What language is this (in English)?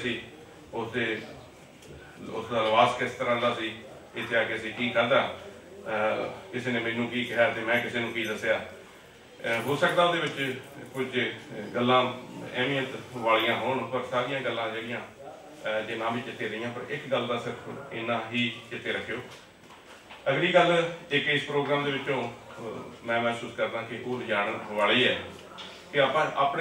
Punjabi